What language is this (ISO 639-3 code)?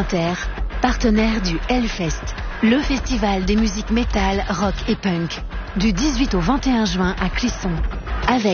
fra